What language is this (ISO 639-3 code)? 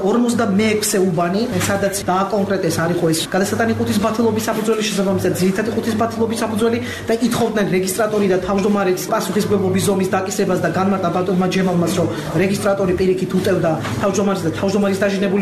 kat